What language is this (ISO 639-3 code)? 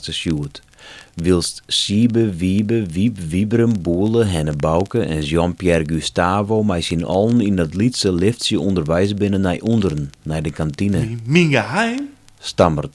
fry